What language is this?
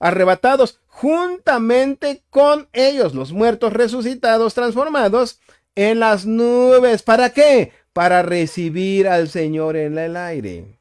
Tzotzil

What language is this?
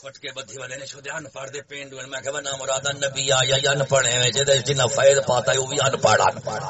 Saraiki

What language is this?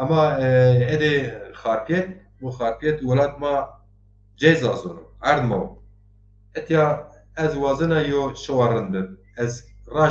Zaza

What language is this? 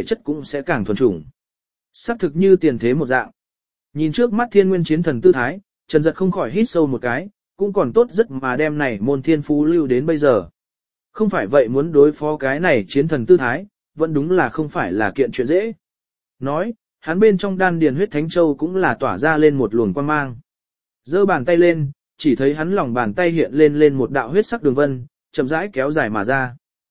Vietnamese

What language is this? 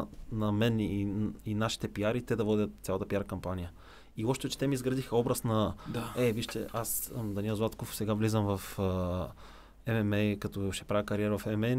Bulgarian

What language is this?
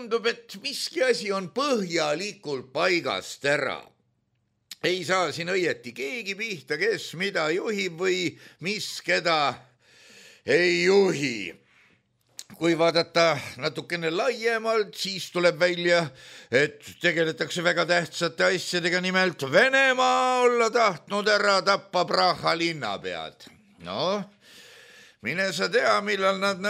Estonian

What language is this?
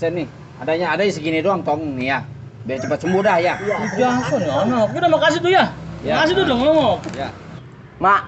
Betawi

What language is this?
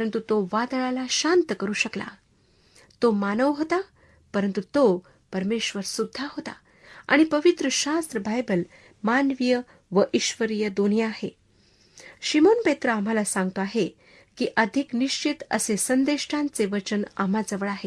Marathi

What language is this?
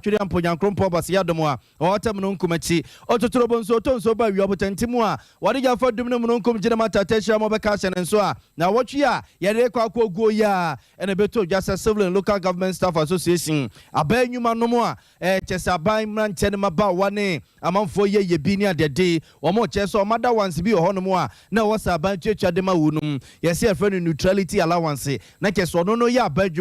Akan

